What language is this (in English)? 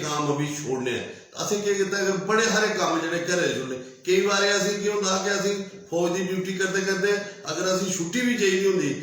Dogri